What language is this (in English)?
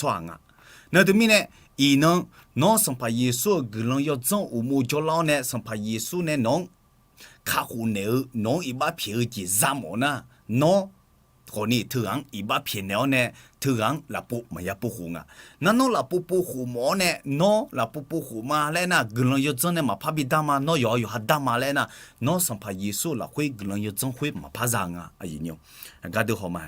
Akha